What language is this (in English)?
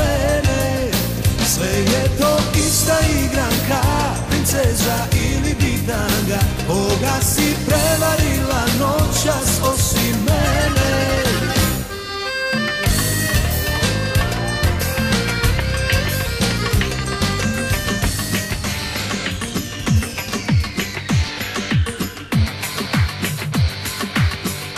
Serbian